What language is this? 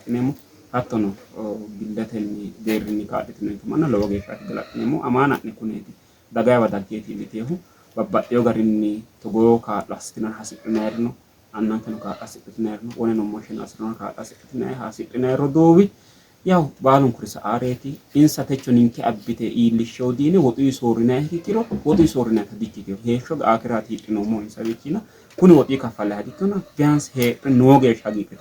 Sidamo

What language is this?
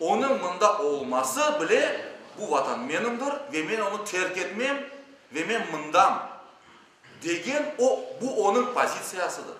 Crimean Tatar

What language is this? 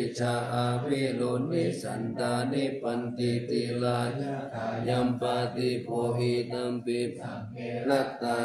Pali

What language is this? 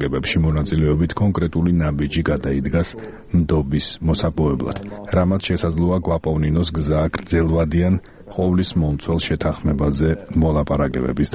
Georgian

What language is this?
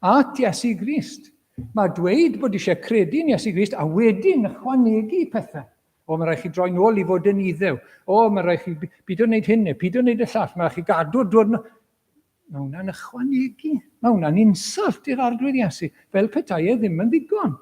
Welsh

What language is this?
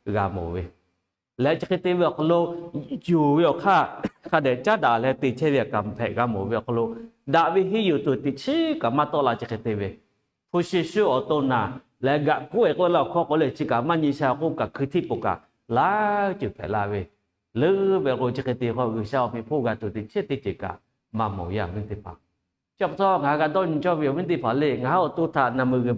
Lahu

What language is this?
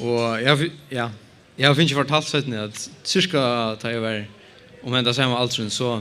Faroese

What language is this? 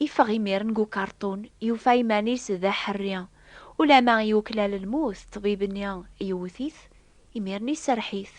Kabyle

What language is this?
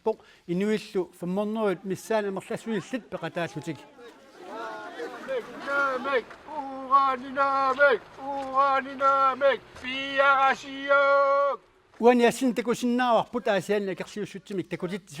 Kalaallisut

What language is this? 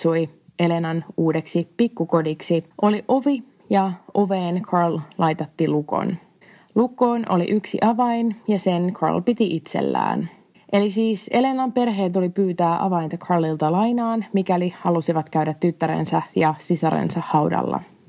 Finnish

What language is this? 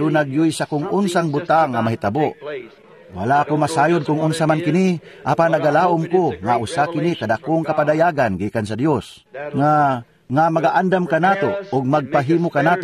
Cebuano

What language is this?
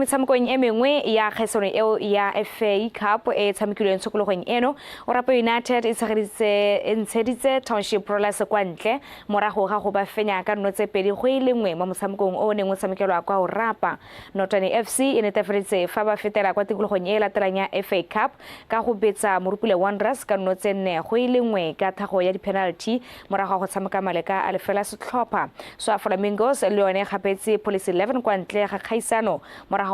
Tswana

